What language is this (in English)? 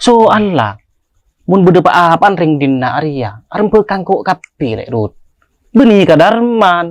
Madurese